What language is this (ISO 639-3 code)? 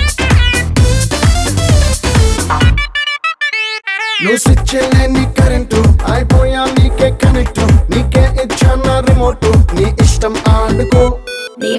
tel